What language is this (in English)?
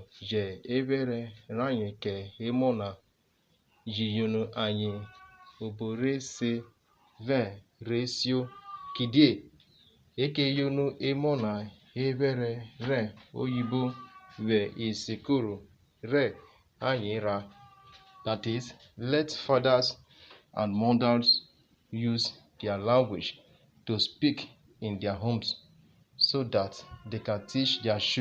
Urhobo